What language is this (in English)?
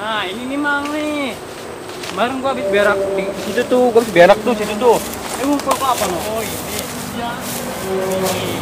Betawi